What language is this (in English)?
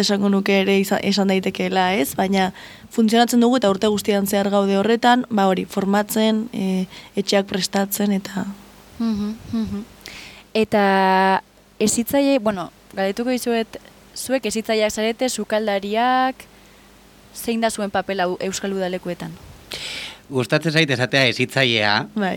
Basque